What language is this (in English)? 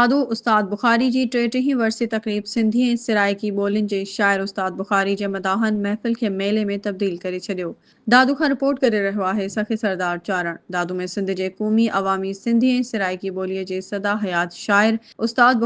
Sindhi